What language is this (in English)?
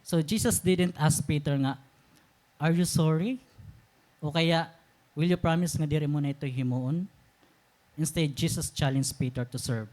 Waray